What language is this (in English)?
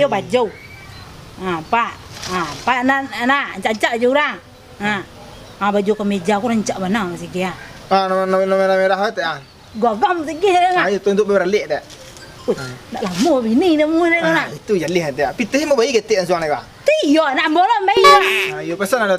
Minangkabau